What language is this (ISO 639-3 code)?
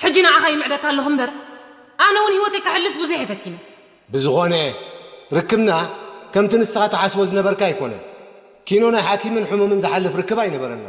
tir